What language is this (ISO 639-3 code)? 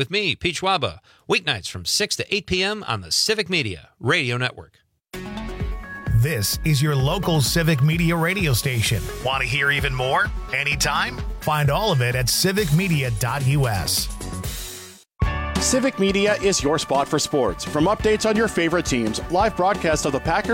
eng